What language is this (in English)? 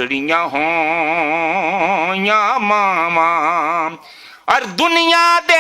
Western Panjabi